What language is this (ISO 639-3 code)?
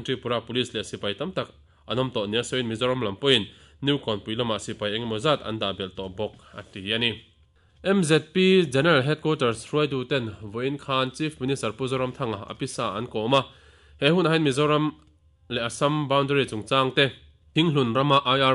lus